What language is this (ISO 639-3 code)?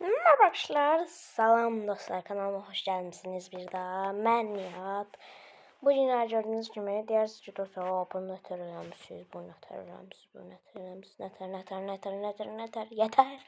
aze